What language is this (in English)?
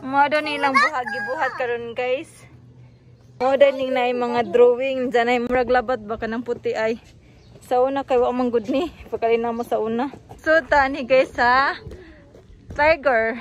Cebuano